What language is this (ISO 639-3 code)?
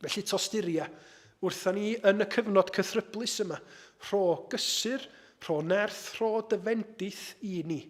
cym